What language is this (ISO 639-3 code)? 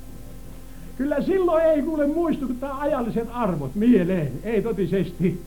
fin